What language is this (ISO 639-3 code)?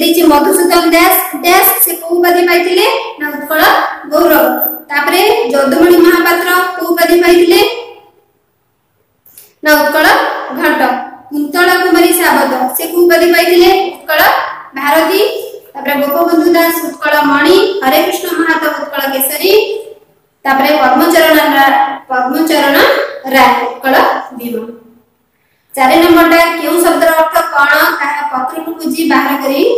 ori